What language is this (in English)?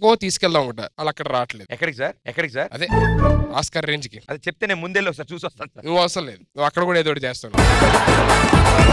Telugu